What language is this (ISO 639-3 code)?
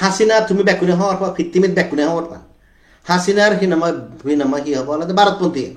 ccp